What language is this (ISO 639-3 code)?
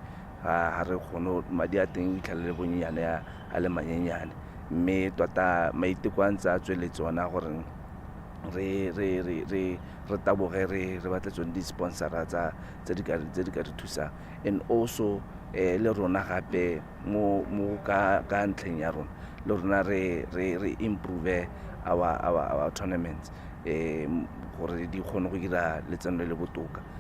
tsn